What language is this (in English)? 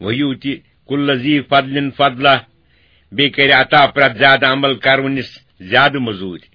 Kashmiri